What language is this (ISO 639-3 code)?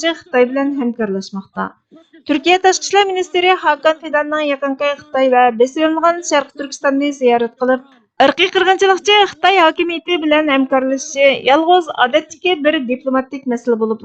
uig